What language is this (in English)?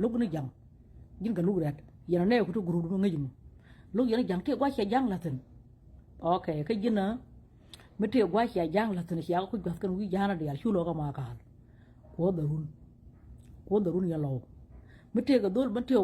Nuer